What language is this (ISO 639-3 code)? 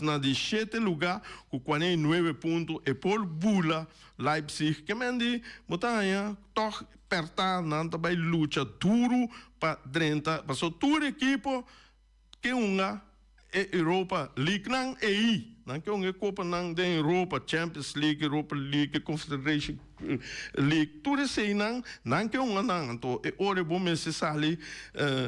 pap